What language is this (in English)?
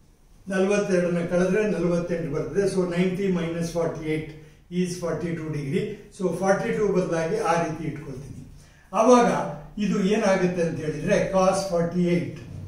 Kannada